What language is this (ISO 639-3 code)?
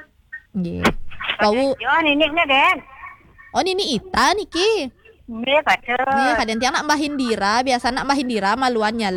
ban